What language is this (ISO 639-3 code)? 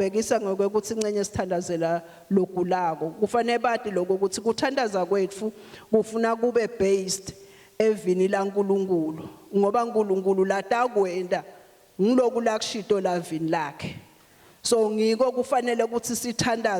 ssw